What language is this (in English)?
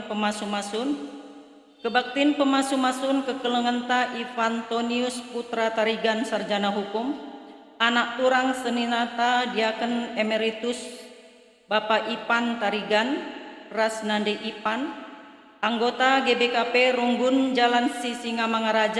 Batak Karo